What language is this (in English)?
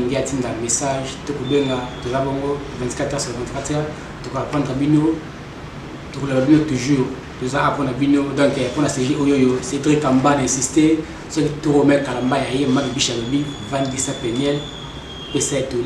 Lingala